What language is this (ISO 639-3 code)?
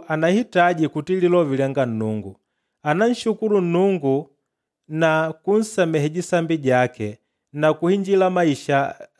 kde